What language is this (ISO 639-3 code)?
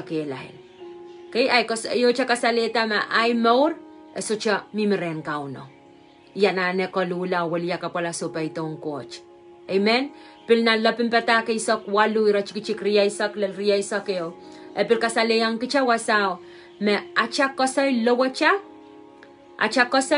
pon